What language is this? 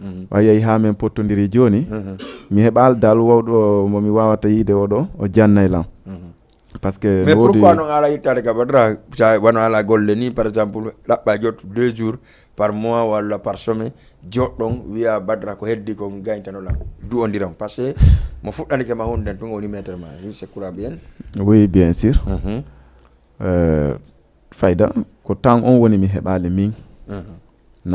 Fula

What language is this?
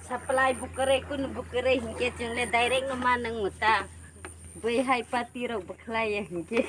Kok Borok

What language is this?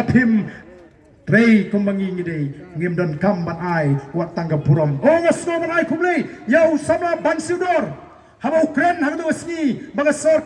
Khasi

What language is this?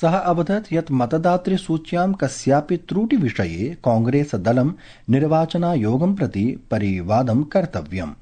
Sanskrit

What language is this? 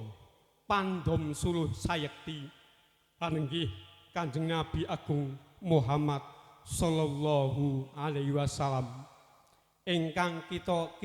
Javanese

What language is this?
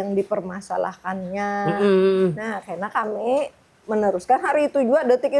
Banjar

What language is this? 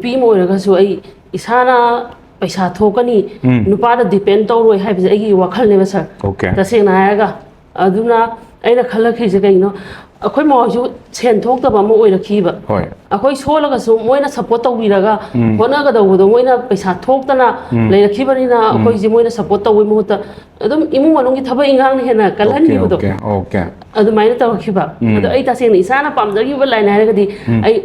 Manipuri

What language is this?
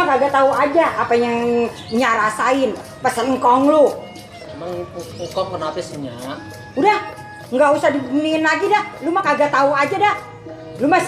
Betawi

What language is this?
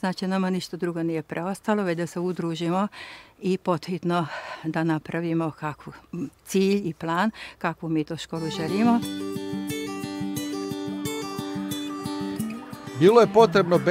Serbian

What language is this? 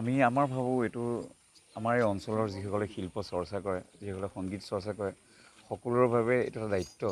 Assamese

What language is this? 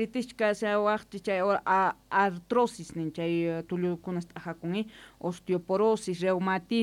South Bolivian Quechua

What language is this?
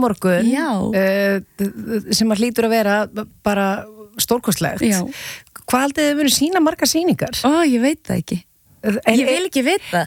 Icelandic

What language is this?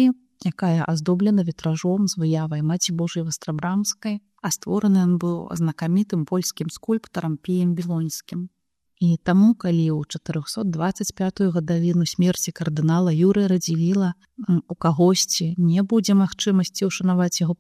Belarusian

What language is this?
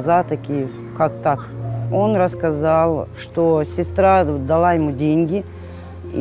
Russian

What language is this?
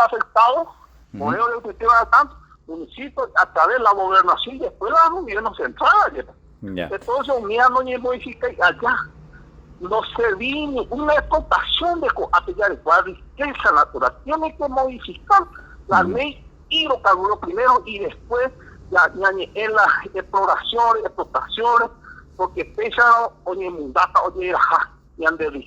Guarani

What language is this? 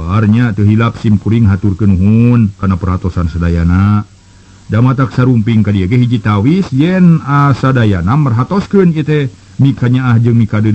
Sundanese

